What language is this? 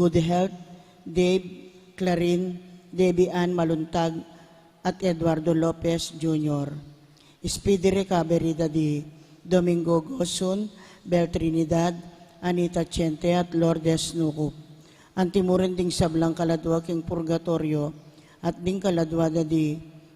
Pampanga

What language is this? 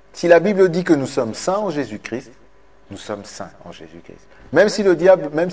French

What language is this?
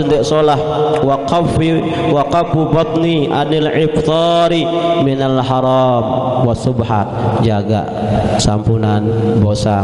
Sasak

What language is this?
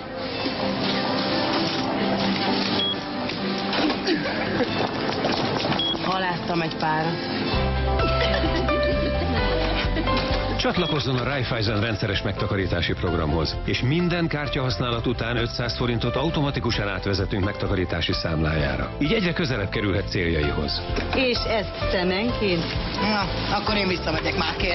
Hungarian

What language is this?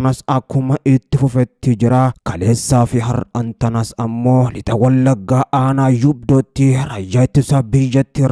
Oromo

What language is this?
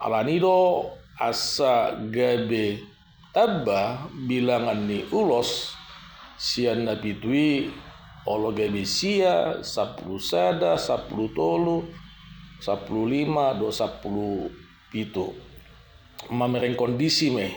Batak Toba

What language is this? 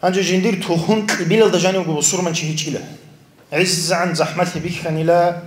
Avaric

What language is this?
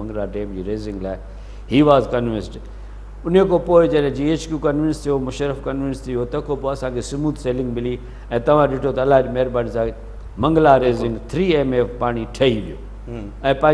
Sindhi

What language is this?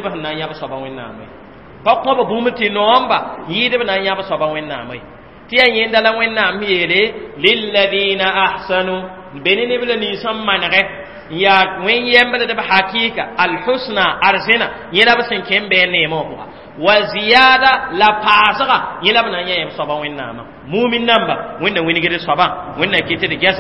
Mossi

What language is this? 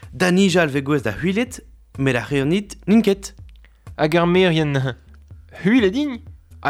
Breton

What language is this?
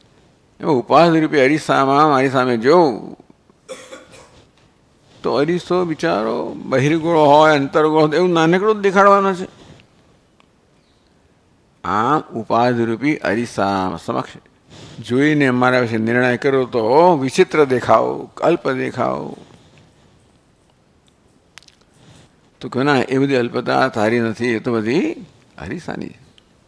Gujarati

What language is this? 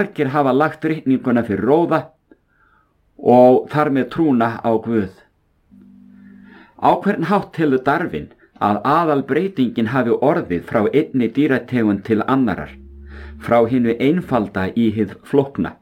Icelandic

